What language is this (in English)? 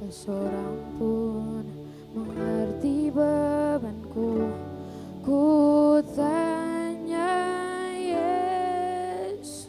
Ambonese Malay